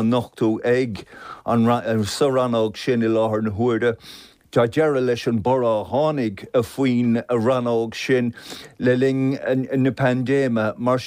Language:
Irish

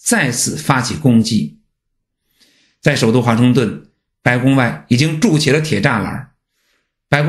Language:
Chinese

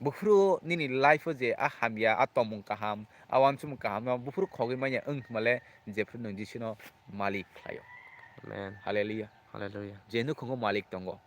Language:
Kok Borok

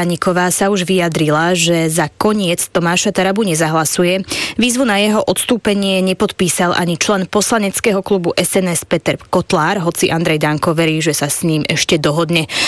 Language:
Slovak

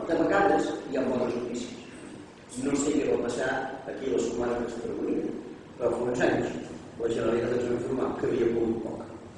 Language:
Catalan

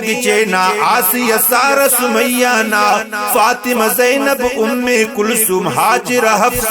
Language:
Brahui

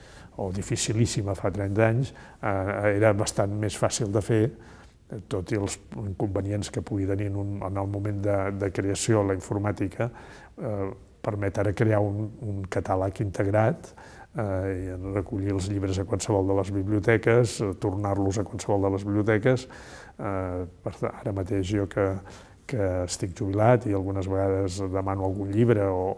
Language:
Catalan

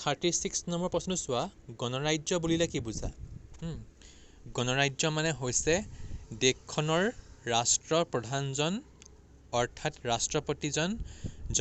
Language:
Assamese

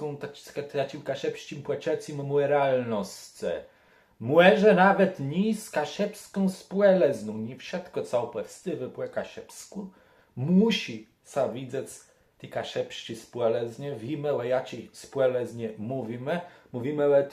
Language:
Kashubian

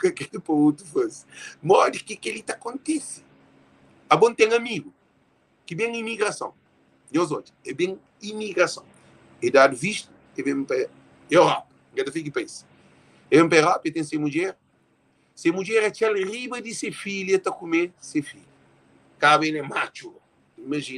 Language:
Kabuverdianu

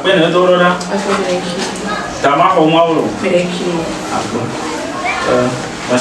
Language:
Ewe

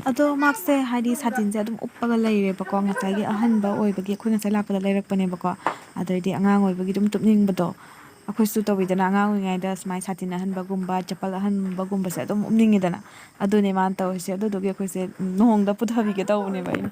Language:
Manipuri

